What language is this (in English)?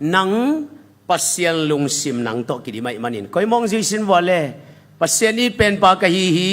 Tedim Chin